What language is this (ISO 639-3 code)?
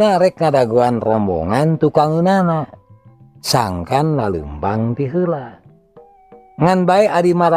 sun